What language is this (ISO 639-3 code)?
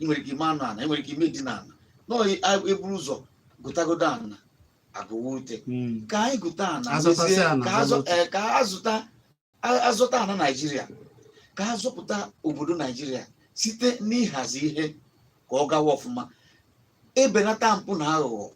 ibo